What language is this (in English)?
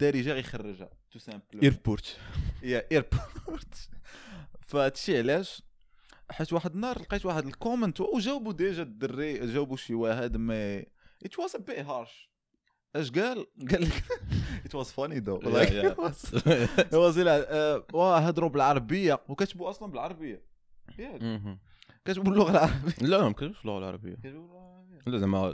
Moroccan Arabic